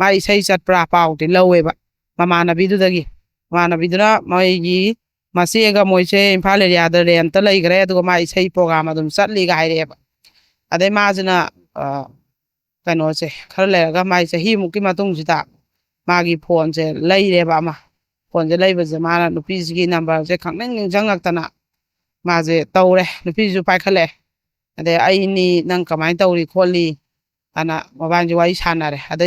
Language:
Manipuri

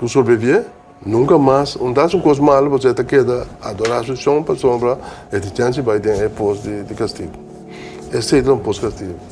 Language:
Papiamento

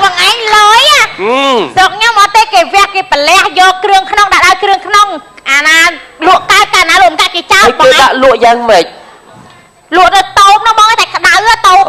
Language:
Khmer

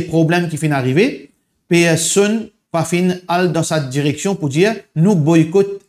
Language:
Morisyen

